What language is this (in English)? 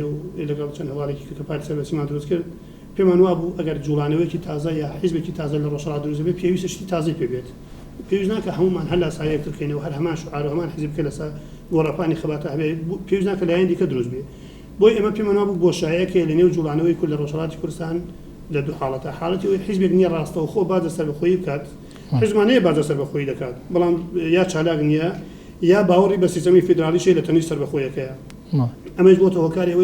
Central Kurdish